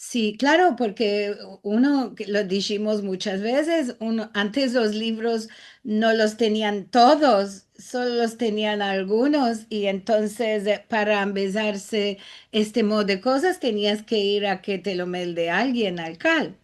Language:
Ladino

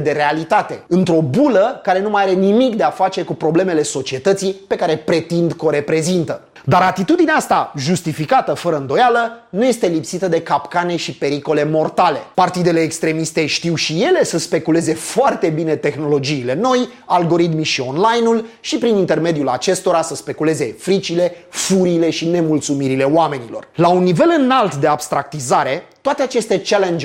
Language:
Romanian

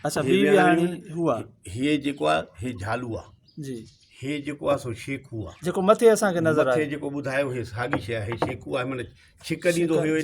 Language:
Sindhi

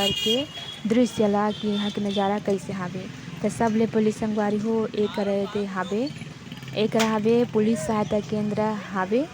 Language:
Chhattisgarhi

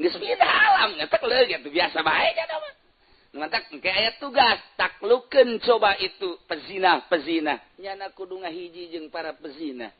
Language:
Sundanese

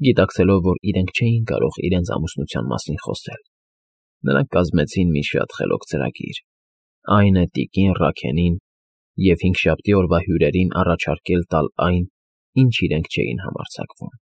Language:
Armenian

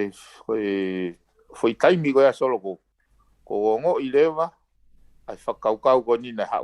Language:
Tongan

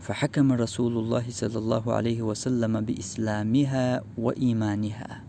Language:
Chechen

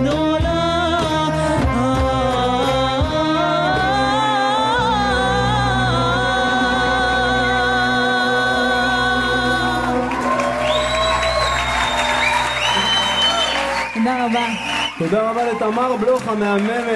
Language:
Hebrew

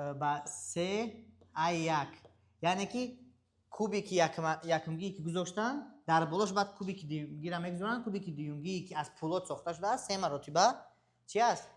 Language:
Tajik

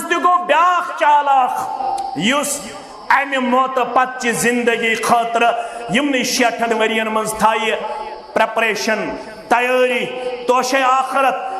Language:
Kashmiri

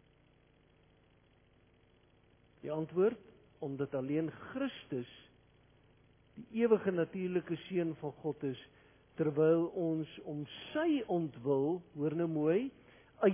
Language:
Afrikaans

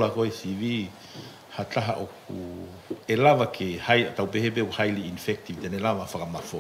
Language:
Tongan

